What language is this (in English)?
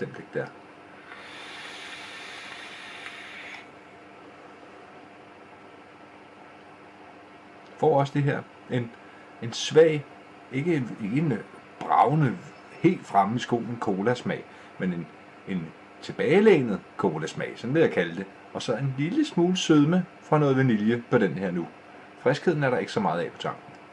Danish